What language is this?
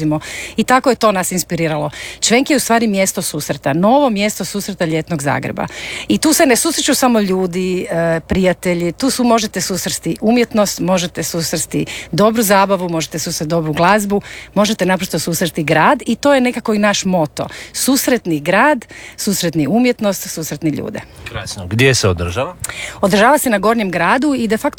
Croatian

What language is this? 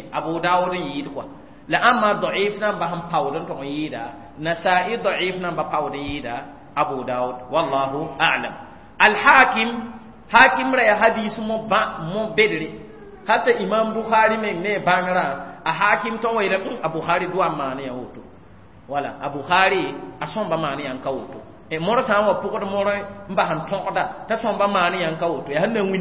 Mossi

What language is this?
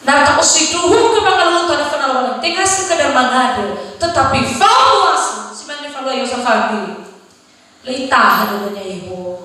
Nias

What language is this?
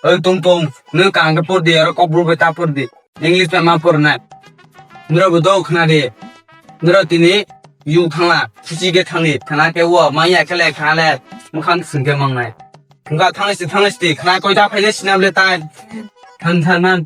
Kok Borok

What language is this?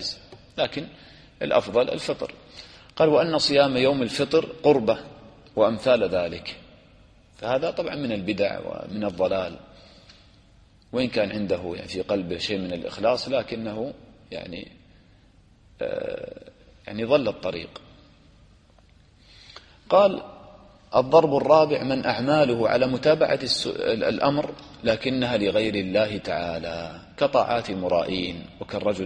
Arabic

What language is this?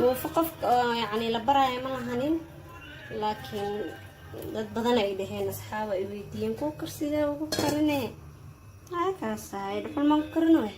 Somali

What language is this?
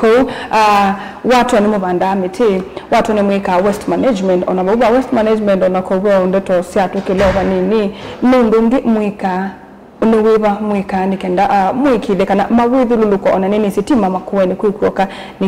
Kamba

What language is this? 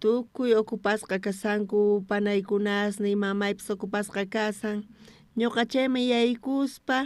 South Bolivian Quechua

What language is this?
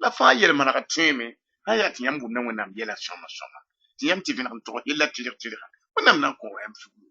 Mossi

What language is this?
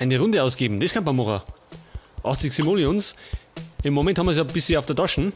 Bavarian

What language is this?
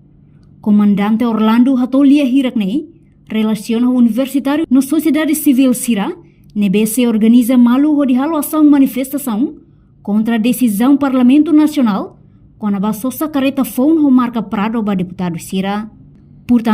Tetum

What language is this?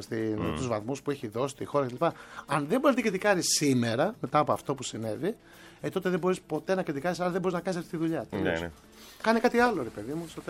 Greek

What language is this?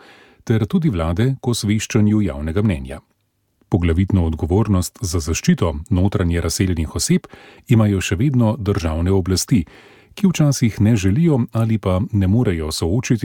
Slovenian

